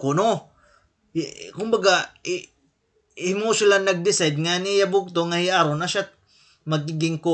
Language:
Waray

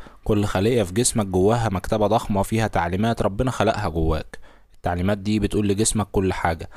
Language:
Egyptian Arabic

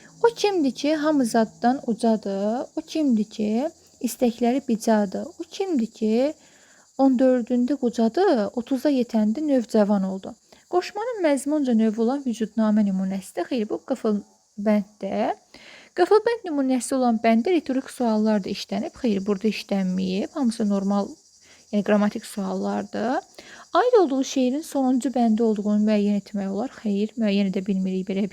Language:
Azerbaijani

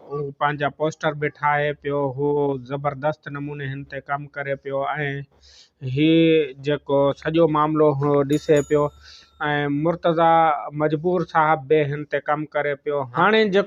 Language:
Sindhi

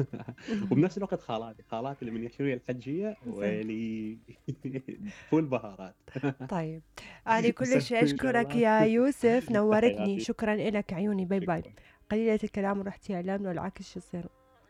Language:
Mesopotamian Arabic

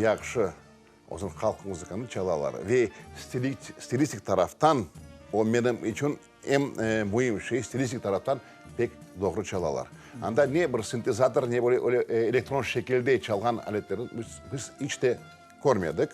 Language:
Crimean Tatar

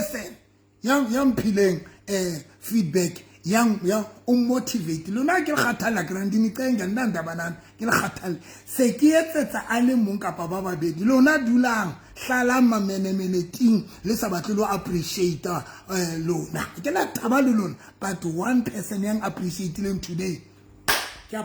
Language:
Southern Sotho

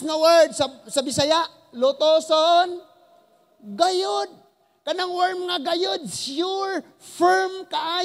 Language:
Cebuano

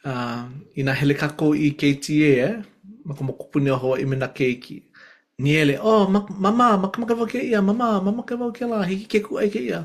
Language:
Hawaiian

